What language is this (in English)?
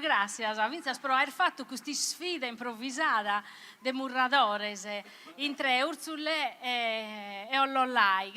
Sardinian